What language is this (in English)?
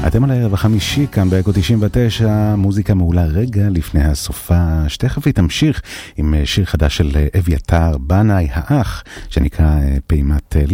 Hebrew